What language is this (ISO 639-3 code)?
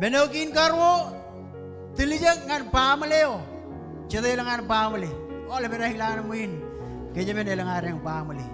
mah